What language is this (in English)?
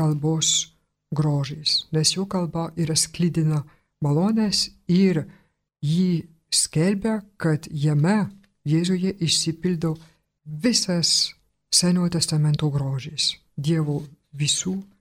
Lithuanian